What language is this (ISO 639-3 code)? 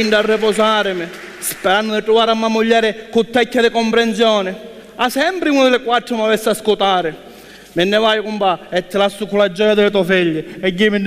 scn